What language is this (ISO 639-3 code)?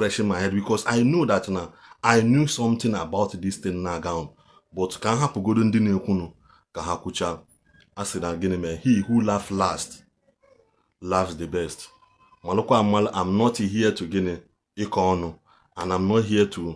ibo